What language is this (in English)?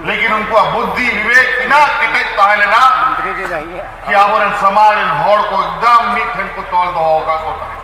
Santali